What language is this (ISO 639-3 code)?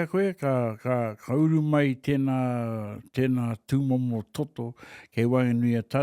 mri